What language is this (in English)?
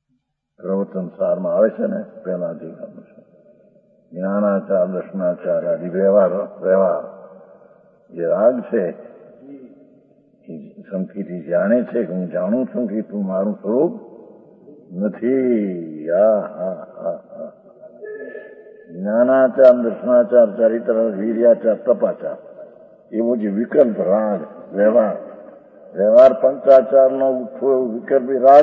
Gujarati